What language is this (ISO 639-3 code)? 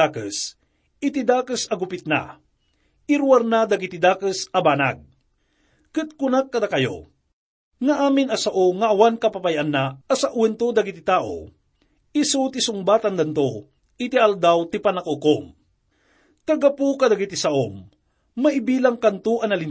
ilo